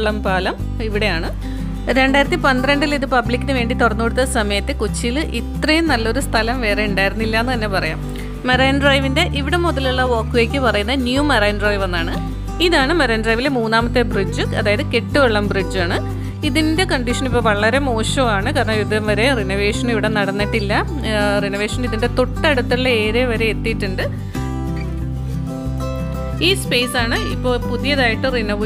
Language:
Malayalam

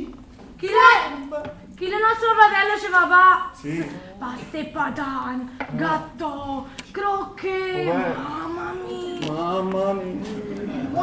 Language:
Neapolitan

